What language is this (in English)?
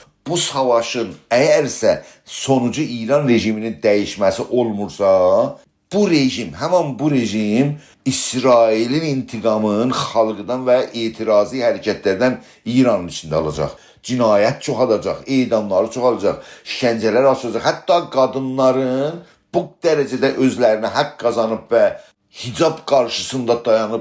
South Azerbaijani